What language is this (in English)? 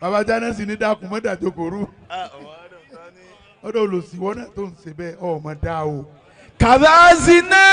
Yoruba